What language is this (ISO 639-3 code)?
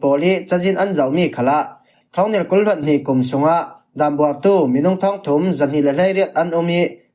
cfm